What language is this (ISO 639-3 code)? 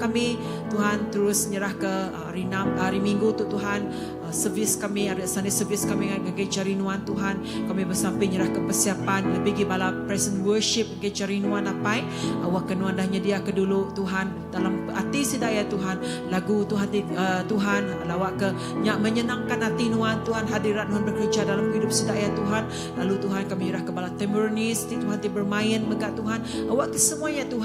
iba